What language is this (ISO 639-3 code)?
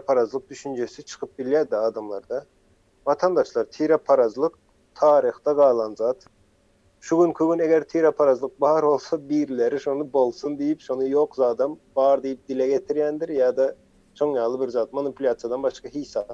tuk